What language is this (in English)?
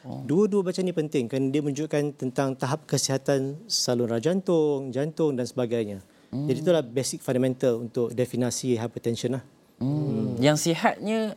Malay